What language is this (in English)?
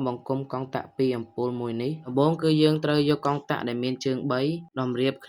Khmer